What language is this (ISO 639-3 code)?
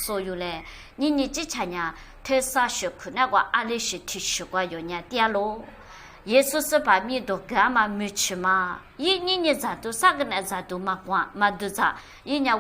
lis